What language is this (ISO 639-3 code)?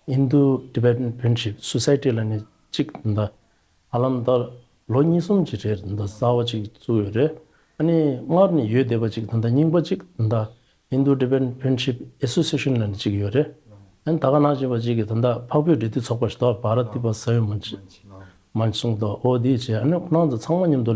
bod